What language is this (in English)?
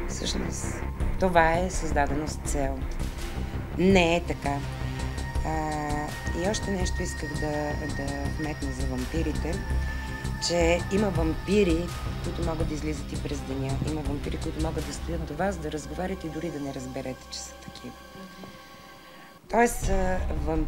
Bulgarian